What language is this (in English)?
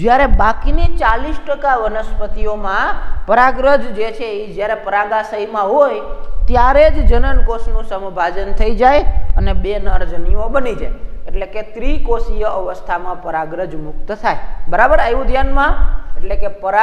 Gujarati